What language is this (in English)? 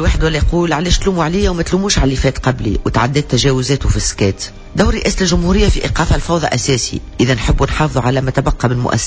Tunisian Arabic